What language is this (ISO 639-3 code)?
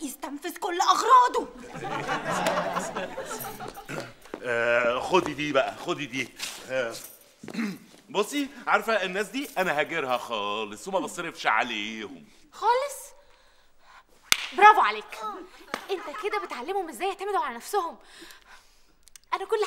arz